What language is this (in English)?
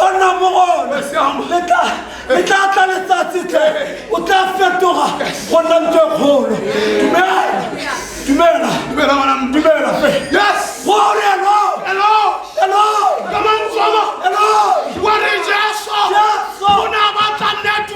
Tswana